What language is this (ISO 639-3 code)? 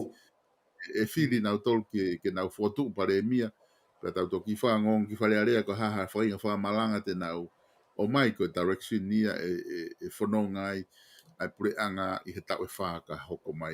ton